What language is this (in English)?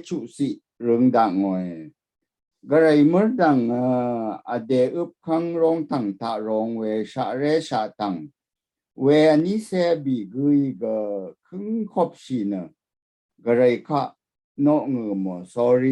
Rawang